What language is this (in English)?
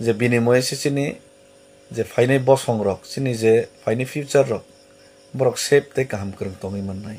Kok Borok